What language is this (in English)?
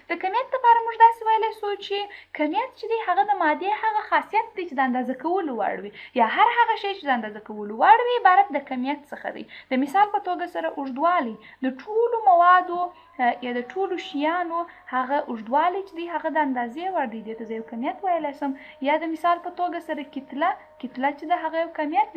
Pashto